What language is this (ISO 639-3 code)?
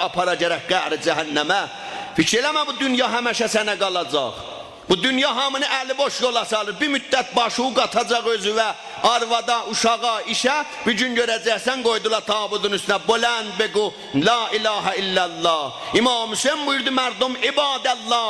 azb